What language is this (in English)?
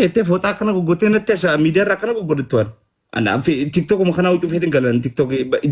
Oromo